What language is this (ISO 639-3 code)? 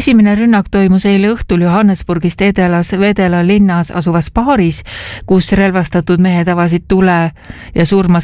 est